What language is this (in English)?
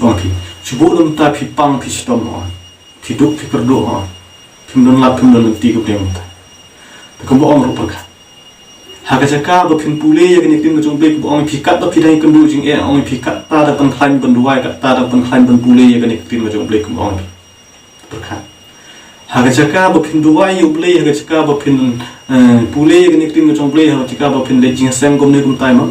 Khasi